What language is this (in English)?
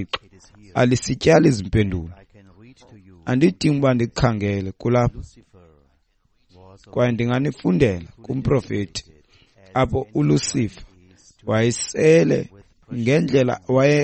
Xhosa